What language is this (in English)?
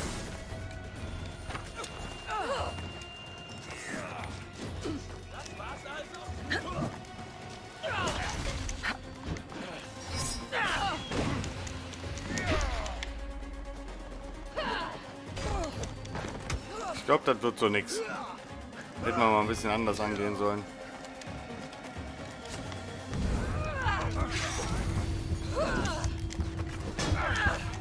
German